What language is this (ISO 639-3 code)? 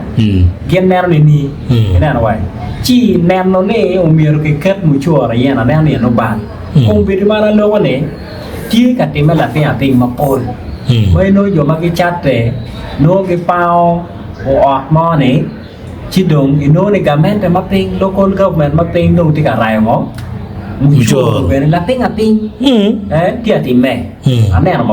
ach